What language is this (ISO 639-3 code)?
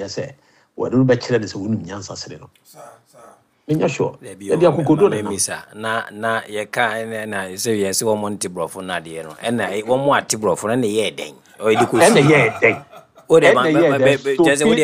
aka